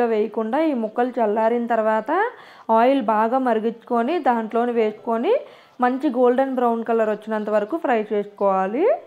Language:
Telugu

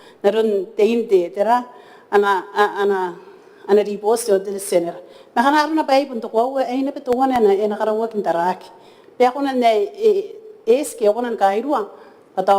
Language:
Gilbertese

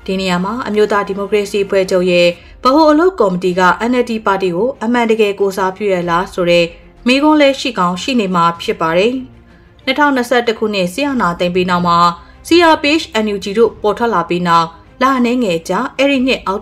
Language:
Burmese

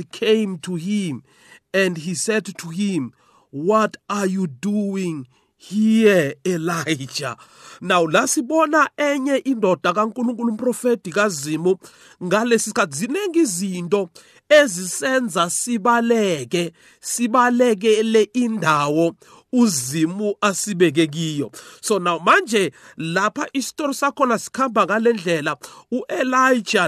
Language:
South Ndebele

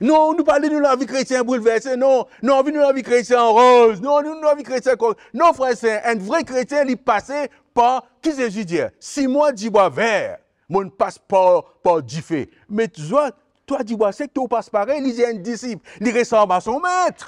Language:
Morisyen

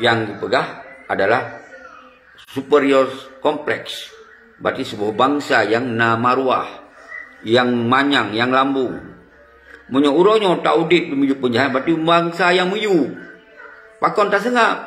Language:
Achinese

